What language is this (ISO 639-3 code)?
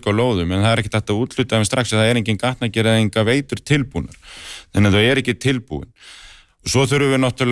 isl